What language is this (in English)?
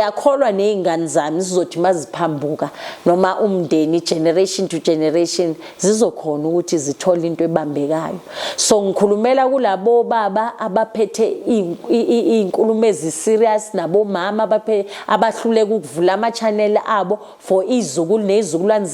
Zulu